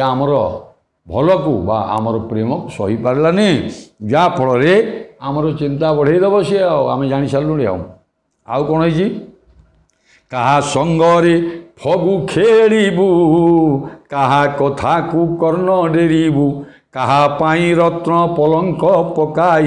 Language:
Odia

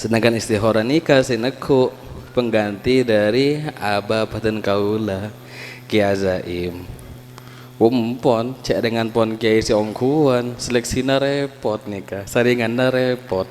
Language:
Madurese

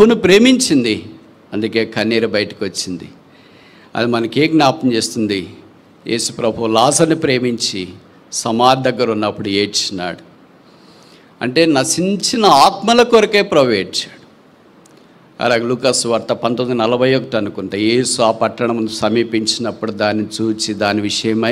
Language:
Telugu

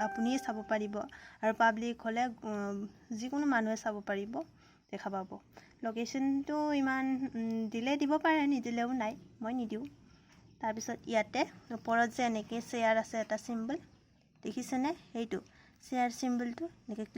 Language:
Assamese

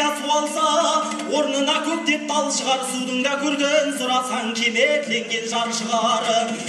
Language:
Kazakh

